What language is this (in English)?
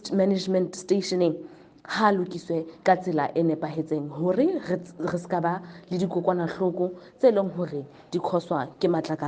Southern Sotho